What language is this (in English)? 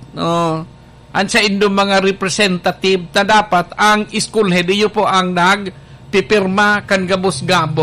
Bikol